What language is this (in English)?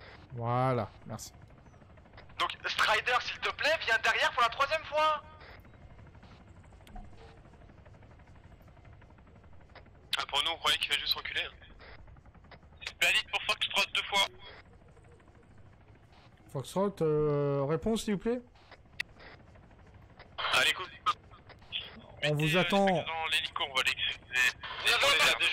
French